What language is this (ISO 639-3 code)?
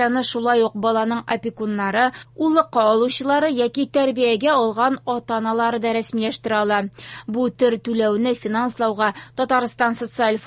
tat